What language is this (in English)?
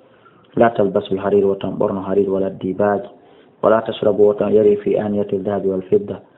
Fula